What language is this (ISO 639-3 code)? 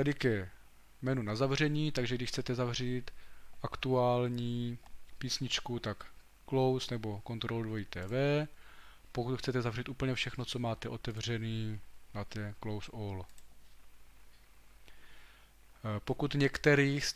ces